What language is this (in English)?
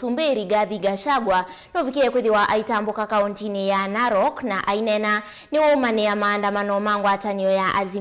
Kamba